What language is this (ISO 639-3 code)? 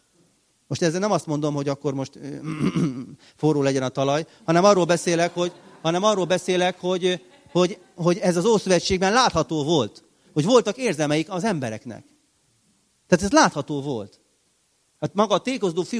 hun